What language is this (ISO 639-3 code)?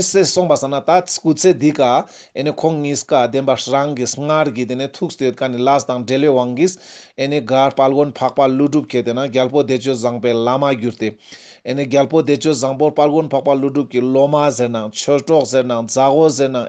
lbj